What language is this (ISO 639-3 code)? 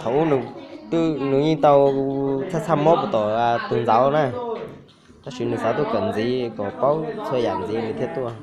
hmn